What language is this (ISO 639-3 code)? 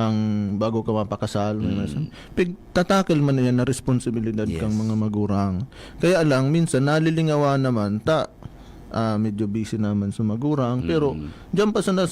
bik